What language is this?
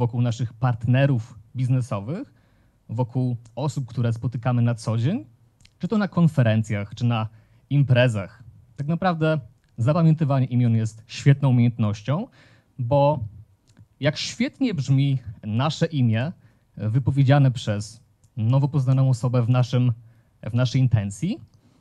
Polish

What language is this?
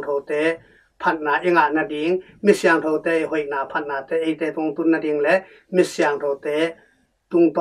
Tedim Chin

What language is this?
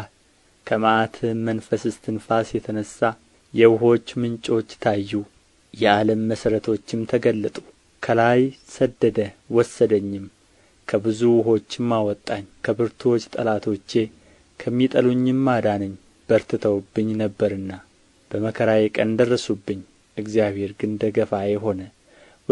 Amharic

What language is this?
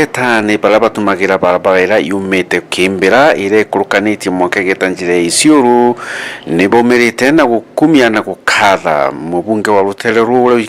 Meru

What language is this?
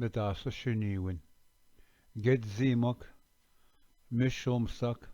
Ojibwa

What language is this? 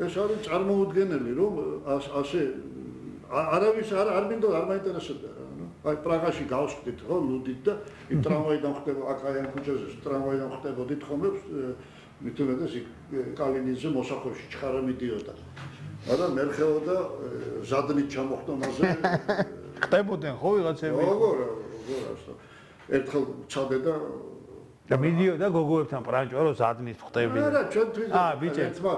Georgian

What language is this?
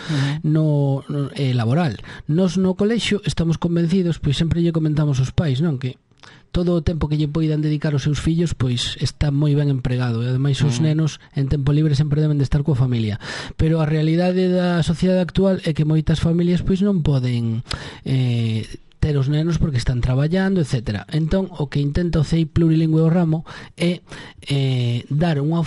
Galician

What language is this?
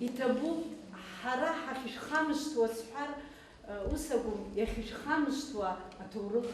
Abkhazian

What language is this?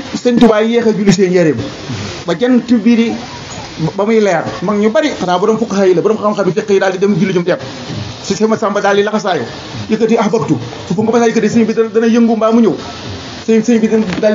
Wolof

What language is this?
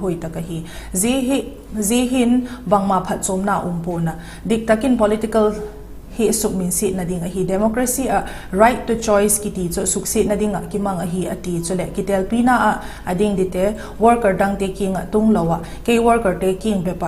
Vaiphei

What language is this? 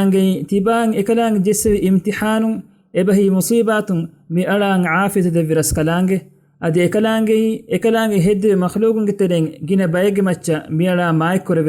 Divehi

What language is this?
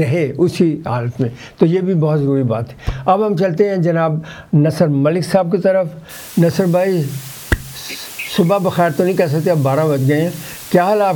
Urdu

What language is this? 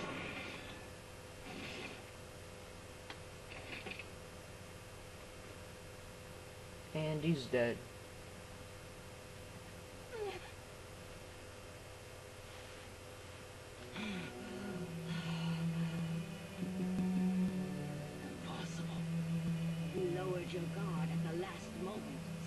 English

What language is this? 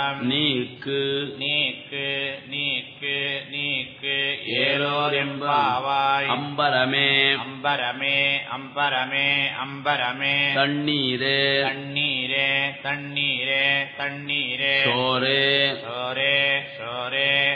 Tamil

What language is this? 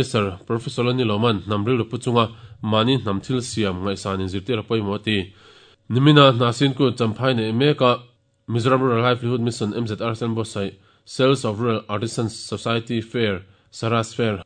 Mizo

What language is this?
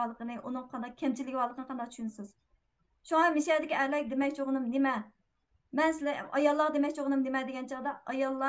Uyghur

